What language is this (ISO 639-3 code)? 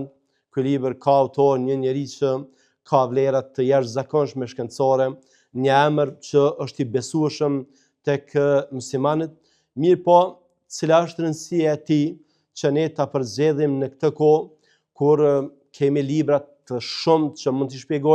sqi